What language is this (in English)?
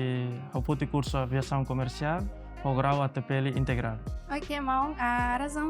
Tetum